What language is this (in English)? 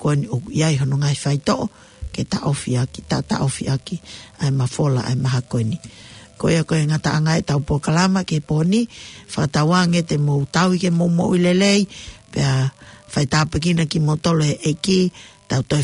Tongan